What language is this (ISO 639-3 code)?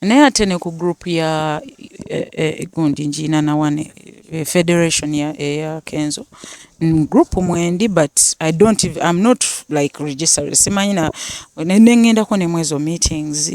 lug